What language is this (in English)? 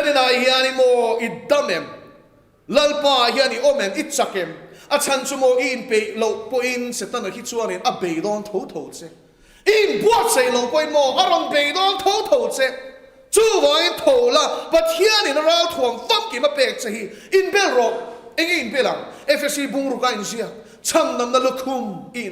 Mizo